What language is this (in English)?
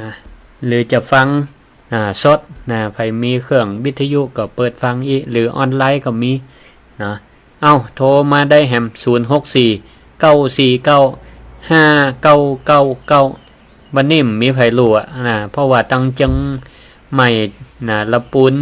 Northern Thai